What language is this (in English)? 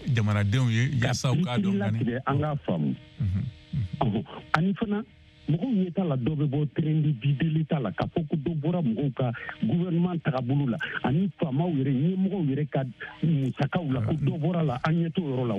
Bambara